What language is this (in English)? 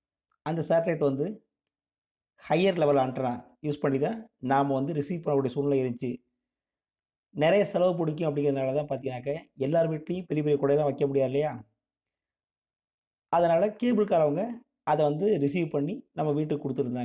Tamil